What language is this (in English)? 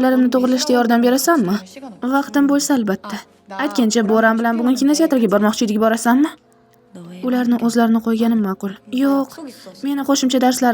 Uzbek